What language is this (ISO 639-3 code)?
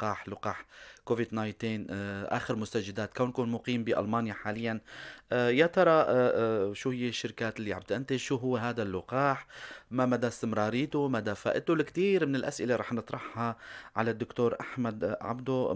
apc